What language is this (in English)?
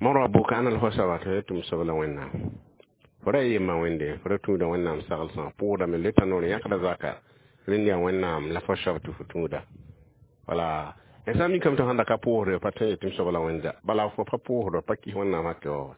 Mossi